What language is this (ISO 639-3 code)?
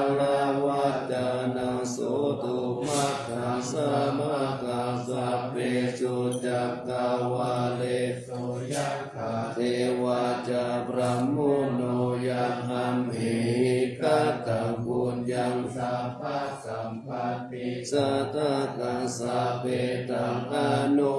pli